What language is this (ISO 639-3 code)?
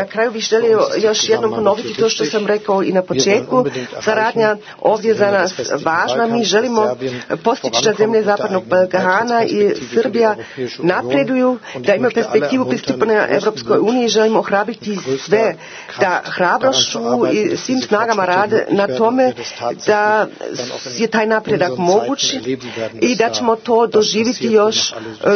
srp